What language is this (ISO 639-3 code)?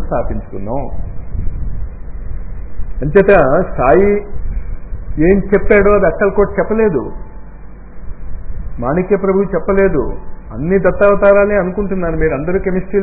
tel